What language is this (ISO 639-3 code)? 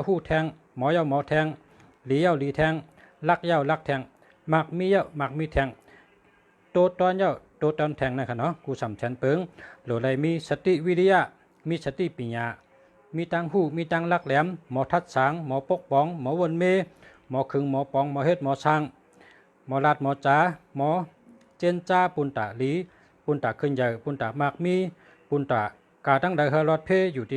shn